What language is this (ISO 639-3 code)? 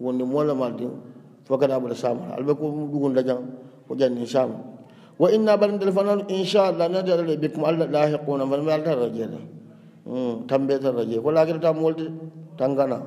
hau